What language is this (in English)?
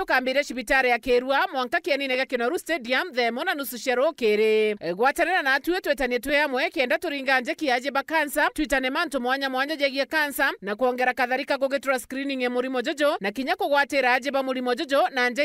Meru